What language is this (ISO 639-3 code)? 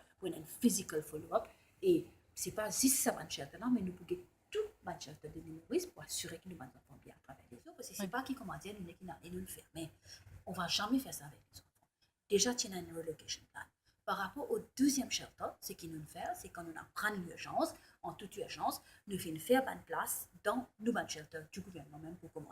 mfe